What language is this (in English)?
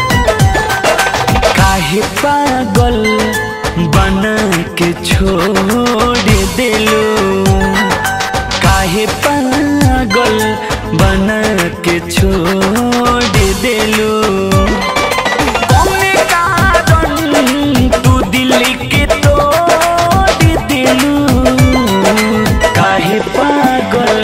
Bhojpuri